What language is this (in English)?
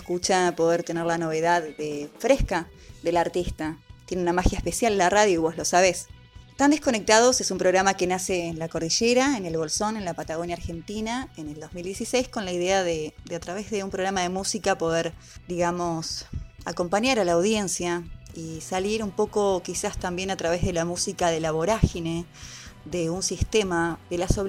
Spanish